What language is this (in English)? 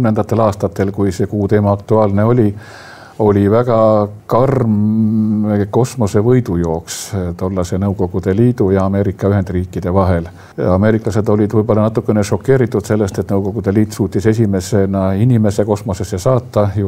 Estonian